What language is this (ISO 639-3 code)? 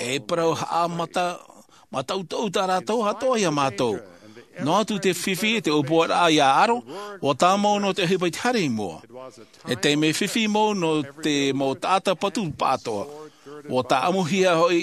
tah